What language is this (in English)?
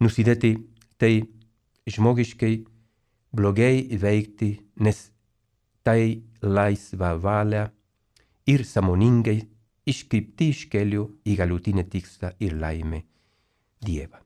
Lithuanian